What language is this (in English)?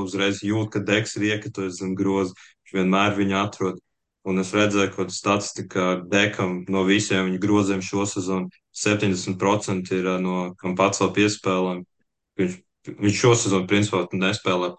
Latvian